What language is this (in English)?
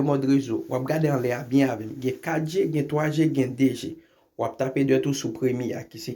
Haitian Creole